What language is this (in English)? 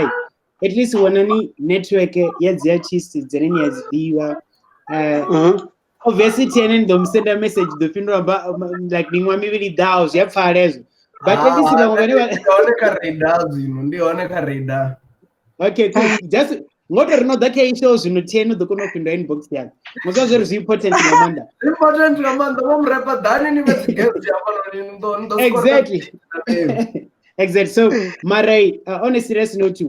Venda